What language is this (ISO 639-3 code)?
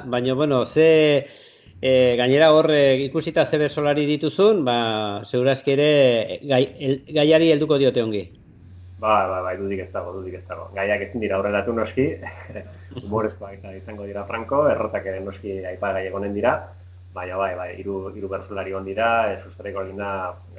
eus